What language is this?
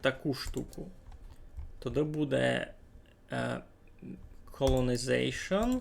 Rusyn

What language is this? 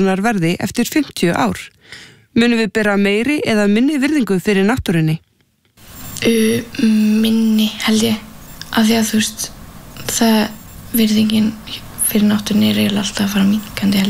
Icelandic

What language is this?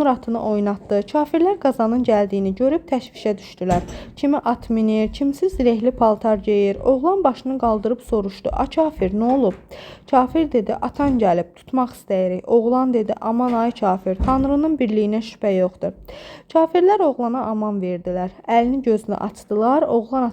Azerbaijani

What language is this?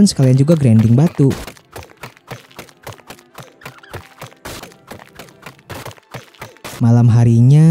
Indonesian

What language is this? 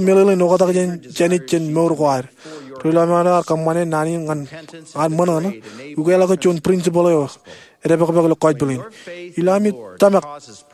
Marshallese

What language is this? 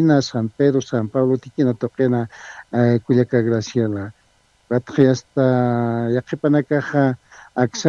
Aymara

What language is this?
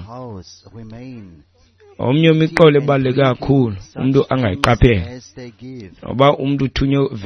Xhosa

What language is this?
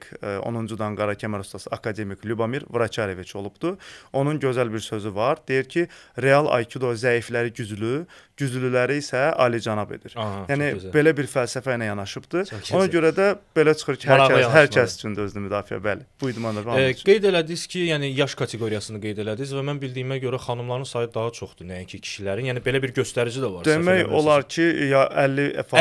Azerbaijani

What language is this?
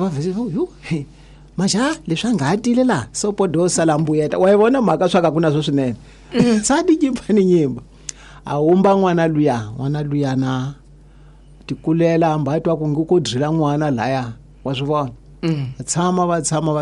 Tsonga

